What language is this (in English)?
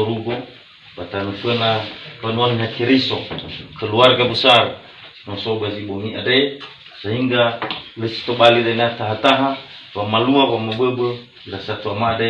Nias